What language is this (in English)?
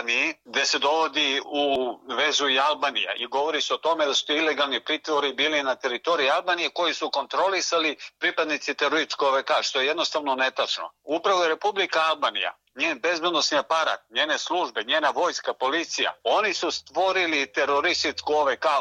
Serbian